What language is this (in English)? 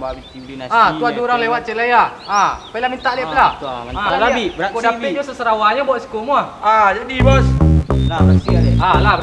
Minangkabau